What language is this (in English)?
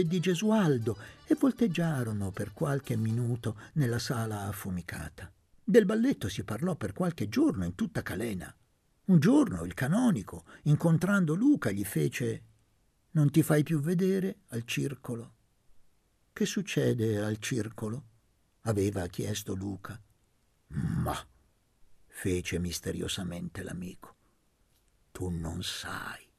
Italian